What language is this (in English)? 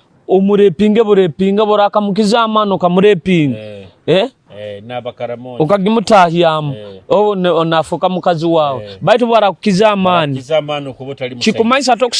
Nyoro